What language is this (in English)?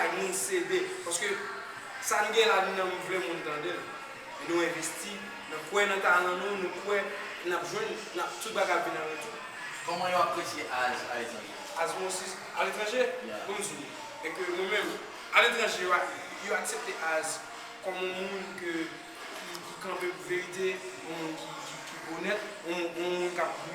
Haitian Creole